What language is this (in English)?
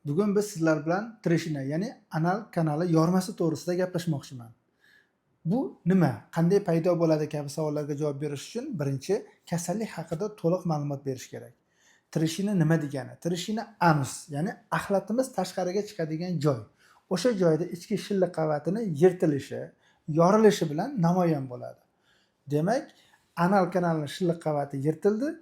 Uzbek